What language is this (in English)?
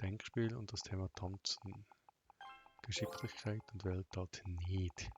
Swiss German